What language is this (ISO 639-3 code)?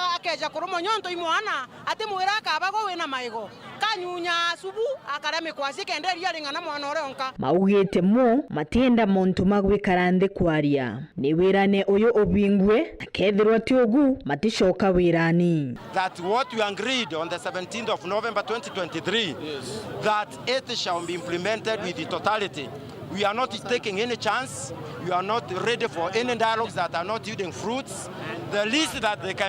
mer